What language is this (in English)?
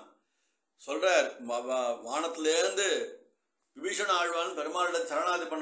Tamil